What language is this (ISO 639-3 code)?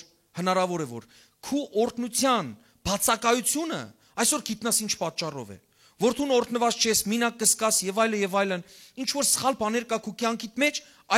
hyw